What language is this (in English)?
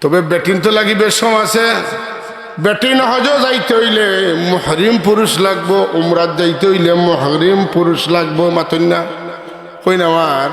Sylheti